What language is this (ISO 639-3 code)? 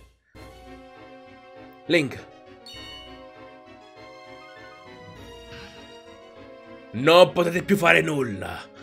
ita